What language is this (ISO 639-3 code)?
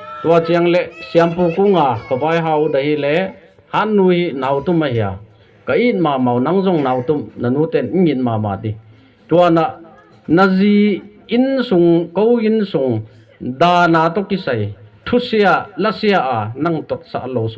ctd